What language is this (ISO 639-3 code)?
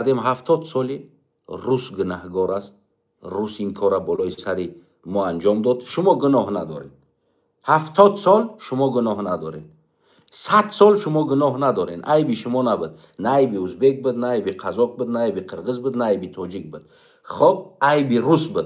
tgk